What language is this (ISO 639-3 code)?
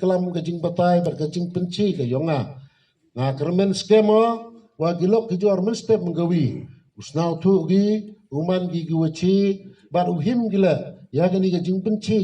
kha